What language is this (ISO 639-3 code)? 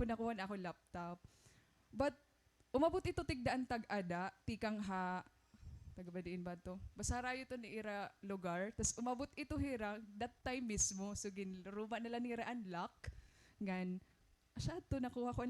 war